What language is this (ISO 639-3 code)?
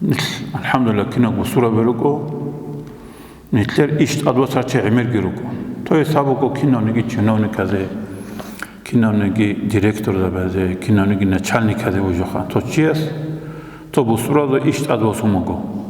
ava